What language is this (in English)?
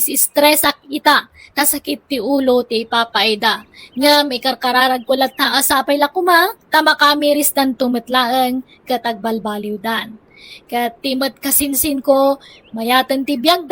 Iloko